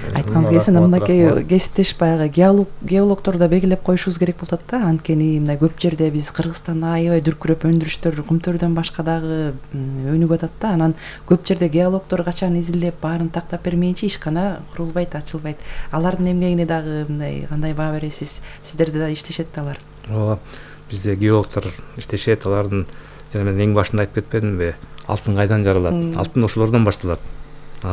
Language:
Kyrgyz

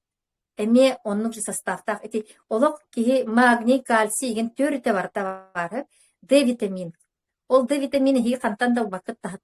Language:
Yakut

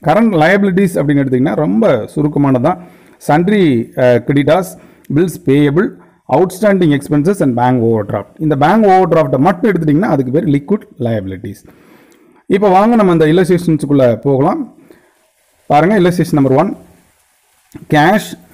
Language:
Tamil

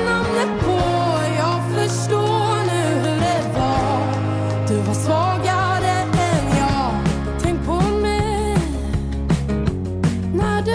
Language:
Swedish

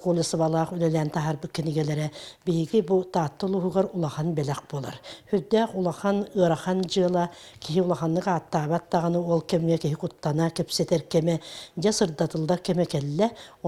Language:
Yakut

